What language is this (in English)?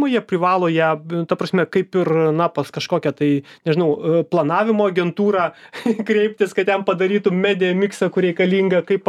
Lithuanian